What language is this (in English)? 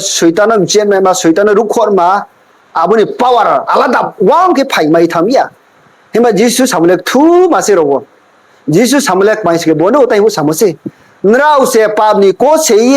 Riang (India)